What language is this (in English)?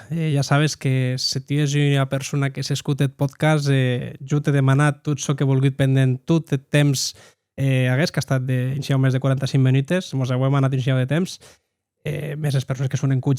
Occitan